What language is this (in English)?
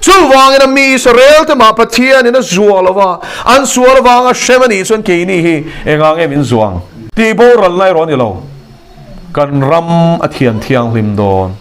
Mizo